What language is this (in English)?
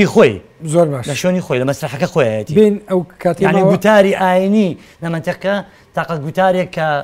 Central Kurdish